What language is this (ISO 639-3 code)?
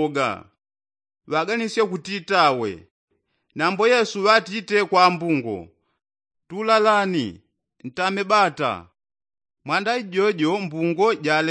yao